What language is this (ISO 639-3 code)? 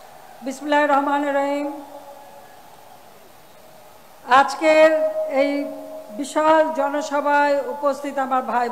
ben